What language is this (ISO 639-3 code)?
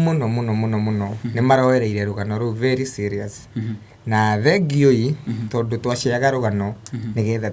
kik